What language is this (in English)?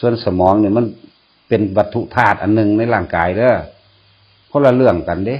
Northeastern Thai